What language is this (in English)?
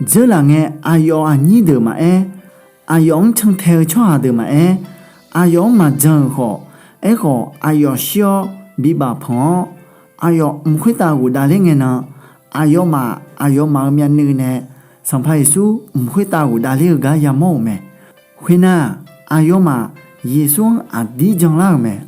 Akha